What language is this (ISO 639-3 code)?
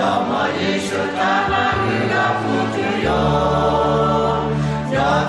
lhu